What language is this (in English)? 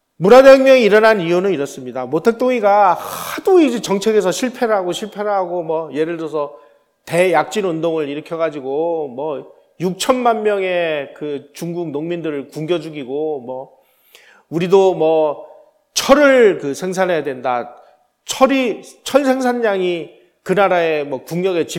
Korean